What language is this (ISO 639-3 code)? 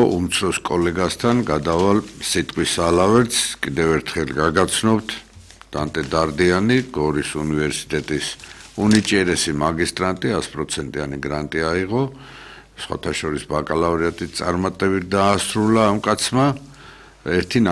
kat